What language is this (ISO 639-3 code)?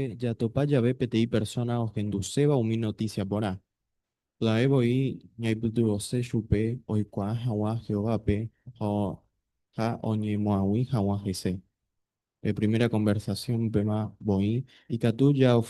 grn